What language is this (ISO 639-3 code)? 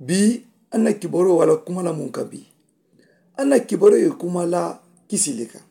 man